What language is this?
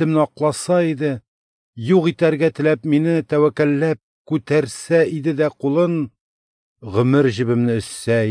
Tatar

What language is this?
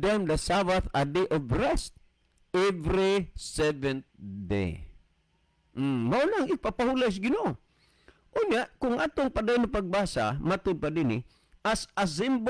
Cebuano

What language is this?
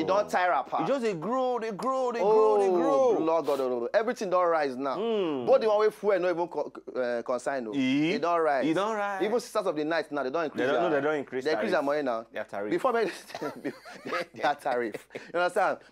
Nigerian Pidgin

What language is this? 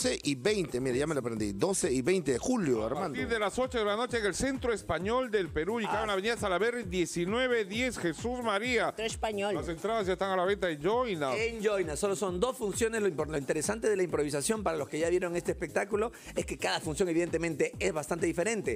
Spanish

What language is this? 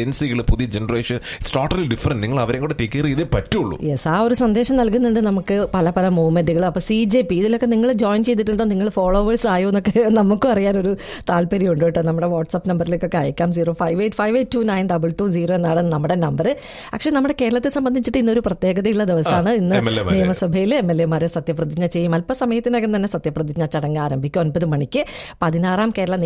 Malayalam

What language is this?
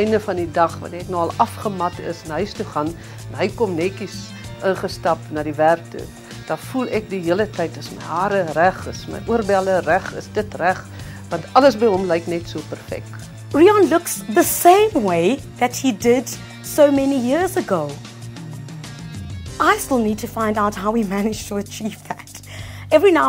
Afrikaans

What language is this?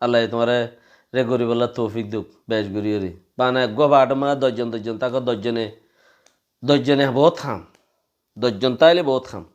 Rohingya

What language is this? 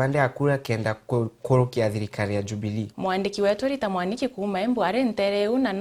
Meru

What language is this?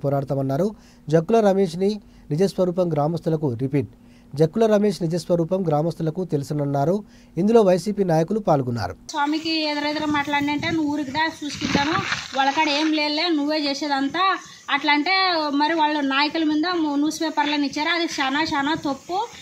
Telugu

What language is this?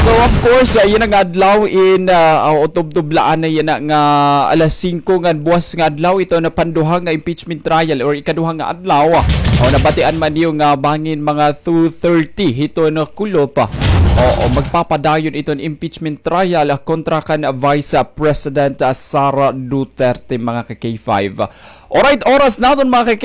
Waray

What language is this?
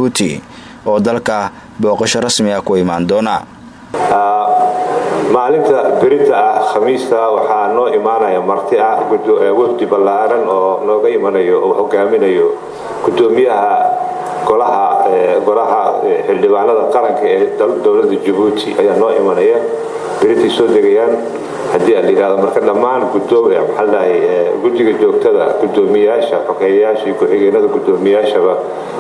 Somali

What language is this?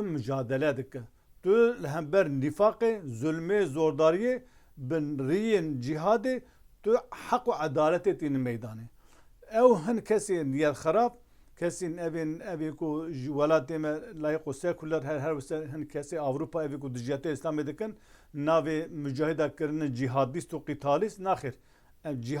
Kurdish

